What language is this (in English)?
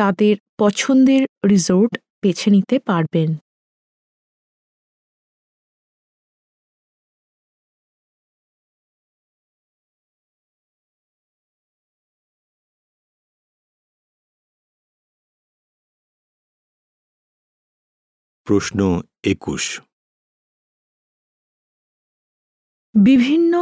Bangla